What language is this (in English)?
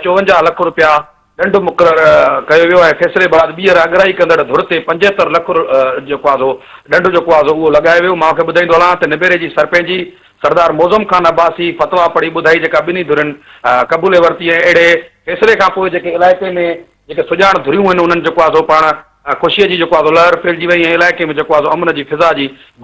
Sindhi